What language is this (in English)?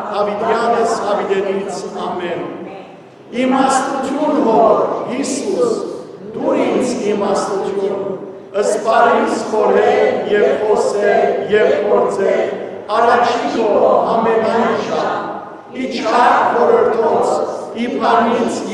Western Armenian